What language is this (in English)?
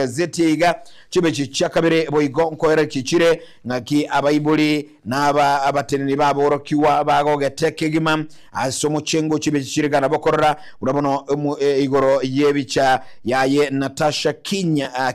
Gusii